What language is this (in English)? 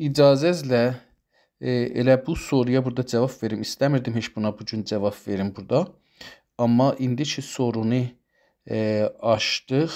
South Azerbaijani